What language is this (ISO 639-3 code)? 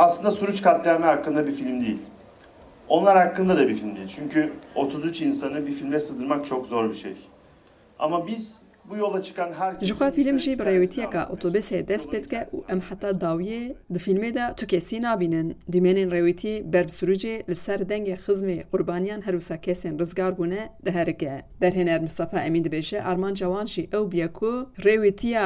kur